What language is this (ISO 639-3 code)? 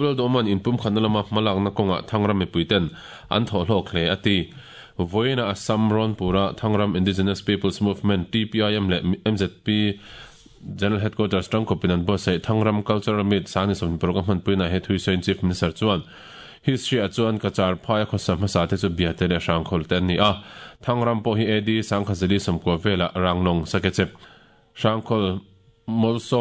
lus